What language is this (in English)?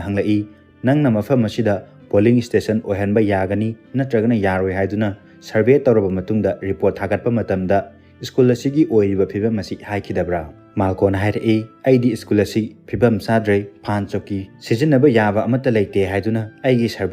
Manipuri